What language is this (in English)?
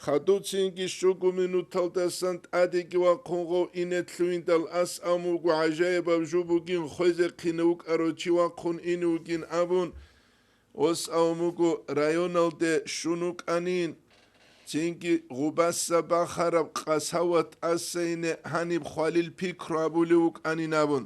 Avaric